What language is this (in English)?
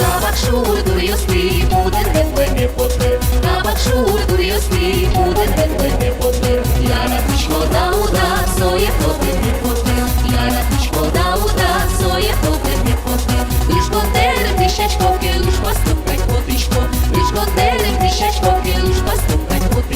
Udmurt